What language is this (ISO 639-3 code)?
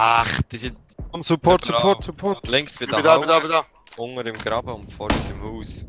gsw